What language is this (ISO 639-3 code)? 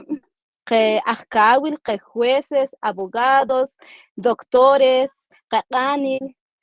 mam